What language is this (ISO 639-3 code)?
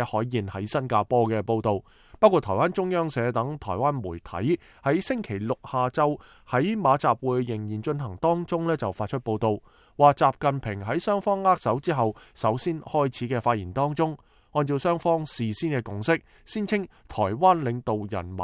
yue